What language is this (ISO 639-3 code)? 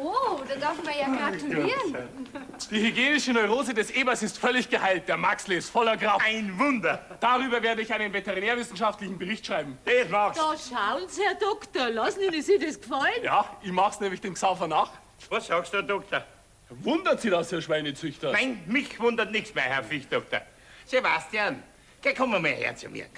bar